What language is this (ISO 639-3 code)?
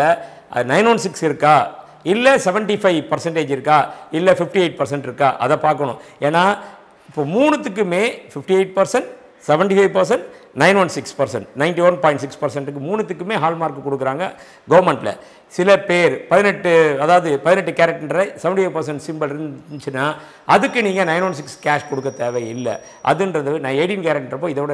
tam